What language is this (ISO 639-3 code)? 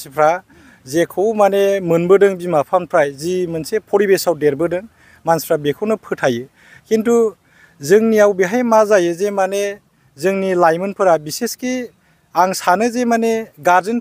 brx